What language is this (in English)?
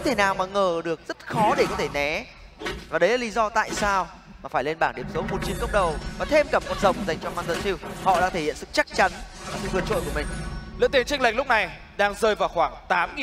Vietnamese